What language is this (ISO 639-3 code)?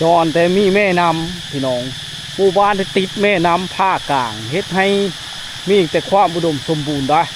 lao